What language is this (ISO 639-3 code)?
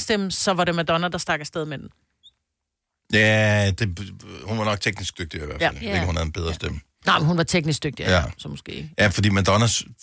dan